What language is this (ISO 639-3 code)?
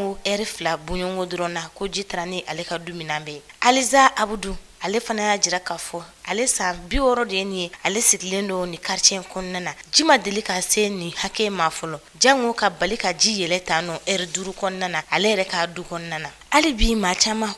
bam